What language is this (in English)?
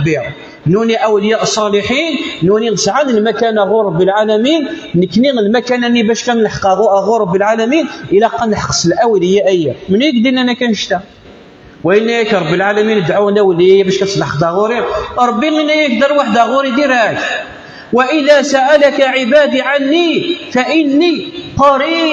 Kabyle